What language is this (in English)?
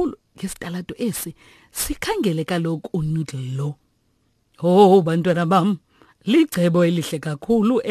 Xhosa